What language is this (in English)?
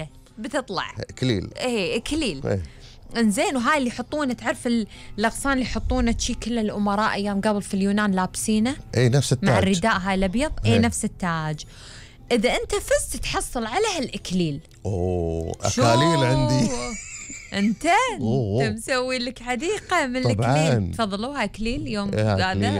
Gulf Arabic